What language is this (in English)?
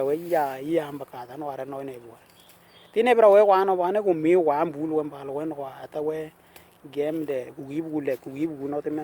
Western Dani